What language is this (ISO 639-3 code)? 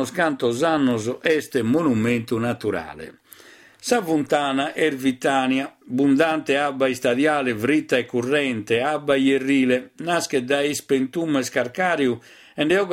srd